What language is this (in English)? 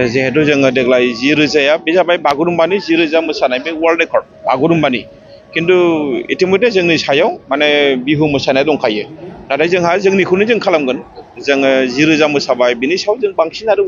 Bodo